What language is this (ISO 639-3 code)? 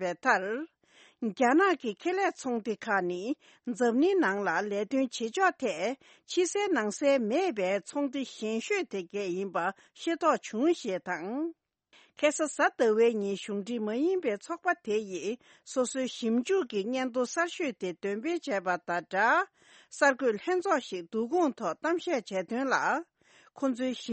bod